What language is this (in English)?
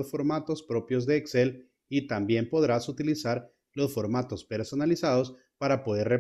Spanish